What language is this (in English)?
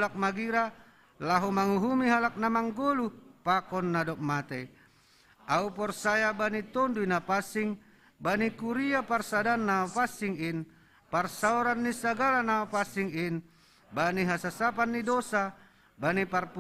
Batak Simalungun